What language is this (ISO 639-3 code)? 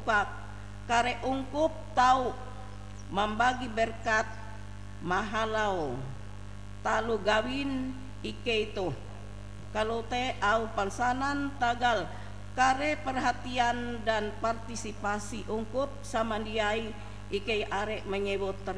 nij